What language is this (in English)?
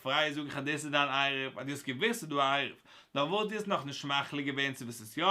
Yiddish